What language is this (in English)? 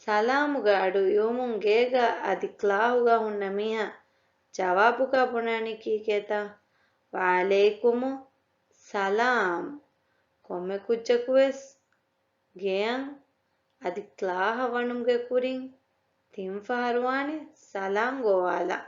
Divehi